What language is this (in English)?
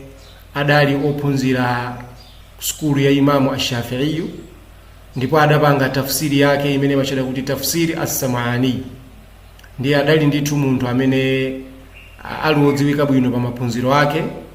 Nyanja